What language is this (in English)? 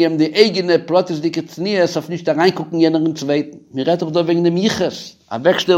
Yiddish